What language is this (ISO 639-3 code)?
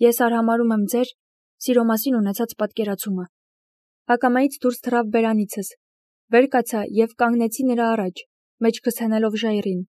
hye